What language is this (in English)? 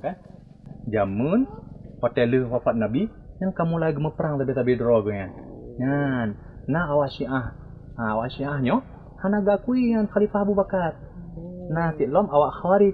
Achinese